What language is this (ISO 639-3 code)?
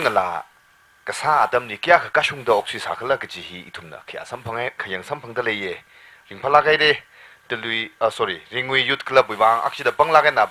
nmf